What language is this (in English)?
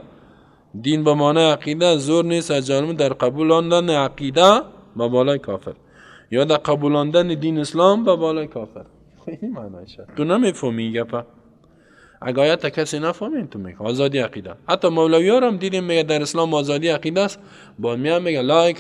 Persian